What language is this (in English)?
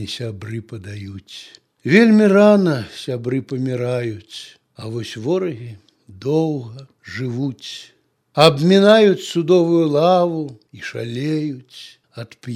Belarusian